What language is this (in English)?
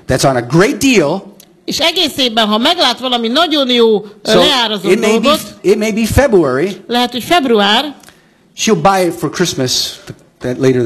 Hungarian